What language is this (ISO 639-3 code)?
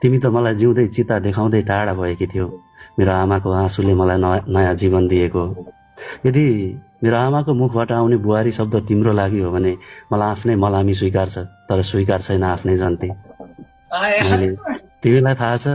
nep